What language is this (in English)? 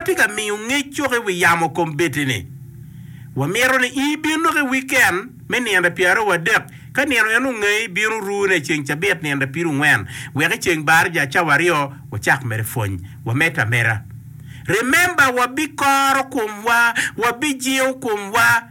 Acoli